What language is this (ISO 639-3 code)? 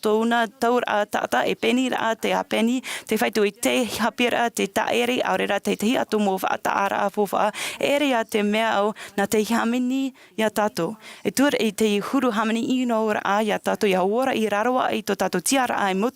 tah